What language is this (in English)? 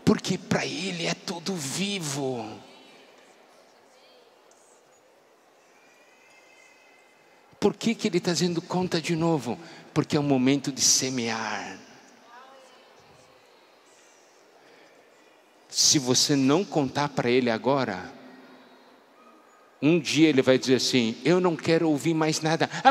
Portuguese